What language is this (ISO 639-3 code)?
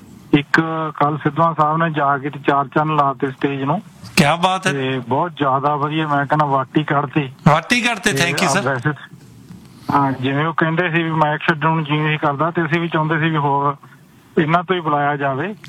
pan